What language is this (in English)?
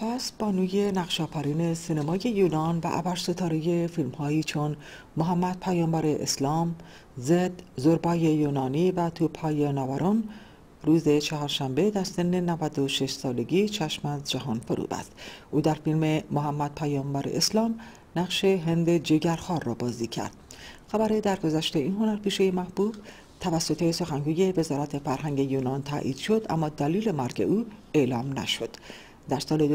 Persian